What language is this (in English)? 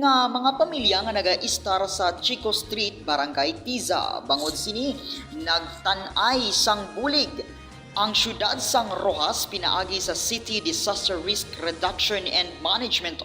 Hiligaynon